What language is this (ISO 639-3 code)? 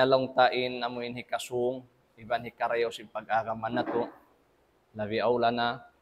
tsg